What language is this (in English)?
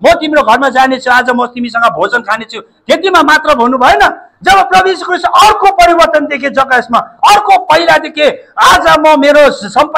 Nepali